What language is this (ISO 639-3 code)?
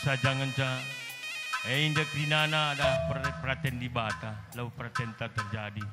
btx